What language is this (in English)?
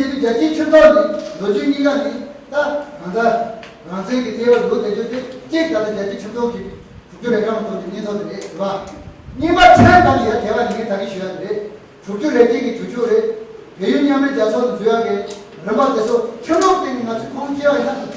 Tibetan